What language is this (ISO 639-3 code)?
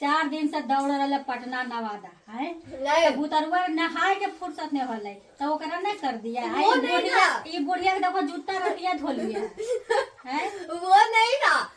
mag